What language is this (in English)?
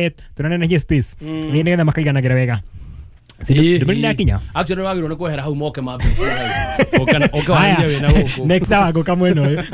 Kikuyu